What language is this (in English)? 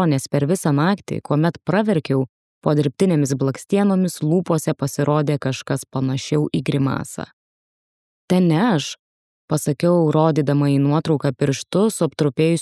Lithuanian